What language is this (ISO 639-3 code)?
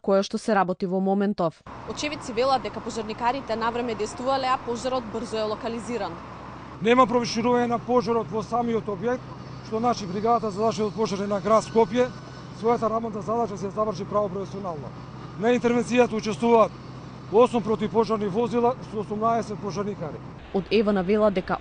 mkd